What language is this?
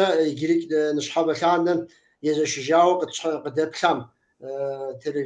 Kabardian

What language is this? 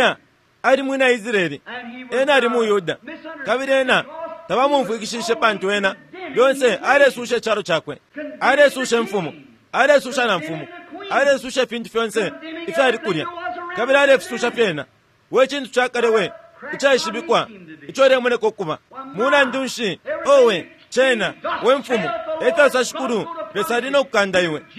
Bemba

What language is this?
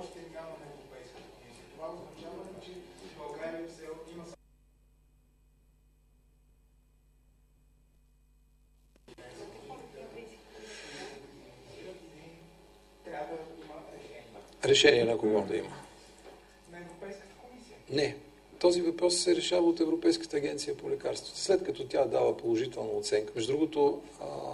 Bulgarian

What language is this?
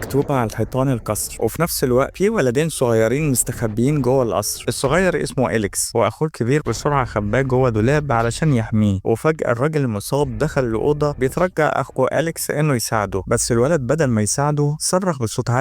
Egyptian Arabic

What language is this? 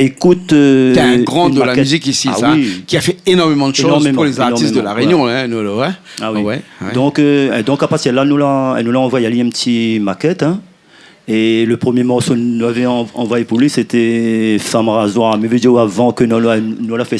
Réunion Creole French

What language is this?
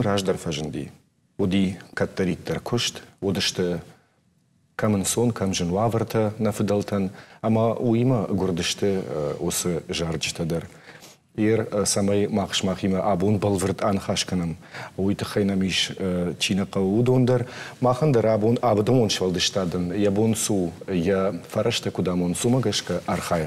Ossetic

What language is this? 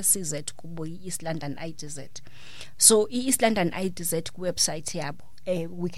Xhosa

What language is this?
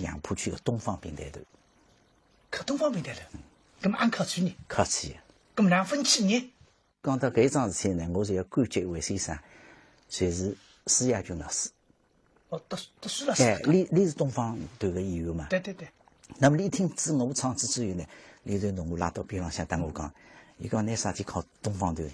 Wu Chinese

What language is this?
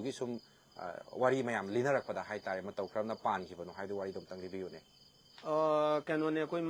Manipuri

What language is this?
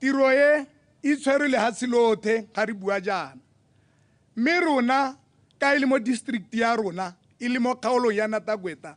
Tswana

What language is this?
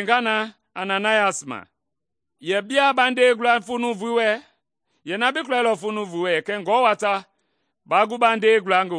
Mende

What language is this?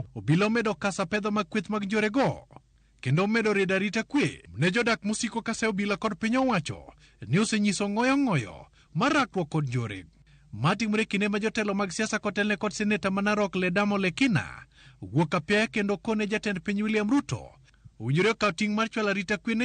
Luo (Kenya and Tanzania)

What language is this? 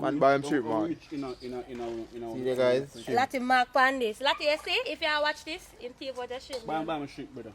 Jamaican Creole English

